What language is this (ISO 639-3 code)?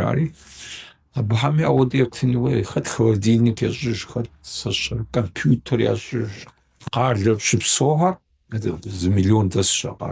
kbd